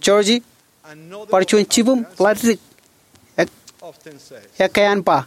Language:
Marshallese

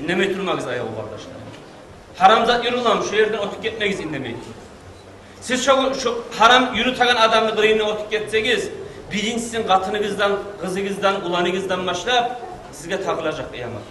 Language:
Kumyk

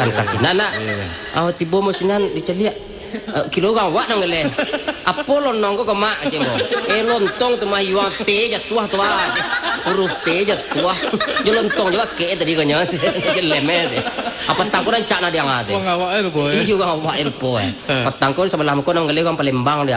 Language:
Minangkabau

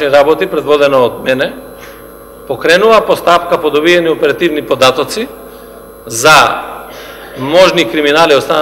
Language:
Macedonian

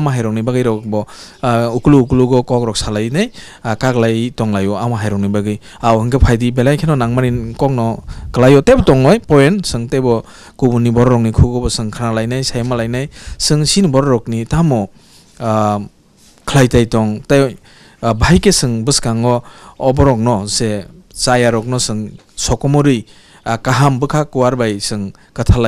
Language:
Kok Borok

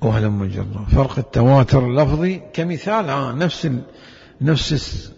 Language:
Mesopotamian Arabic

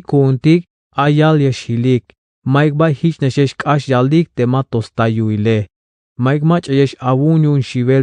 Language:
Tzeltal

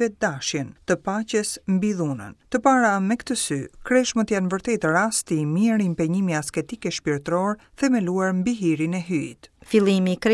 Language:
Albanian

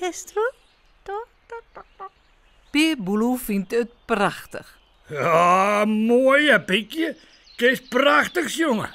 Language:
Western Frisian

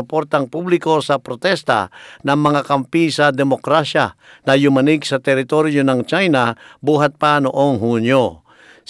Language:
Filipino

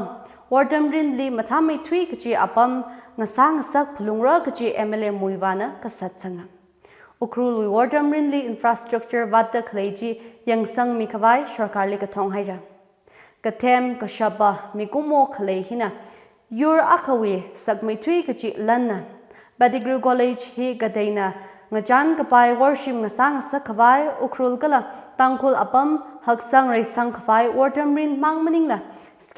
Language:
Tangkhul Naga (India)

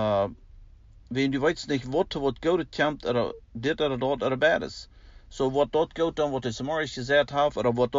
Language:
Plautdietsch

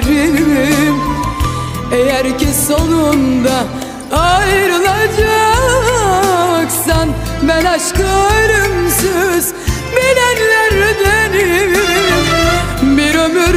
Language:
Turkish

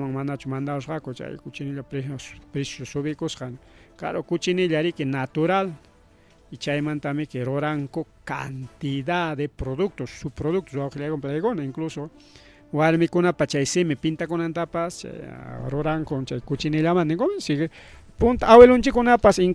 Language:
Ayacucho Quechua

